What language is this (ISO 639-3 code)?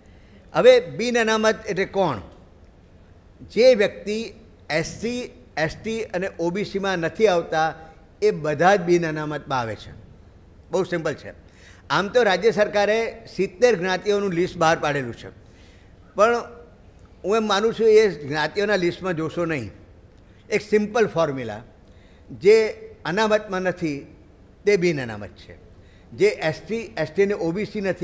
guj